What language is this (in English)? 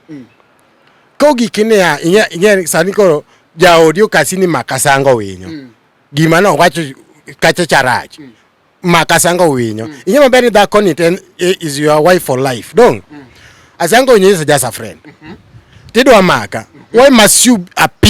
Luo (Kenya and Tanzania)